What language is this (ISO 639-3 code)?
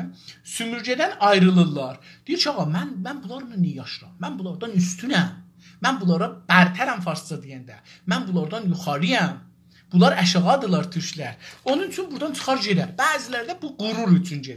azb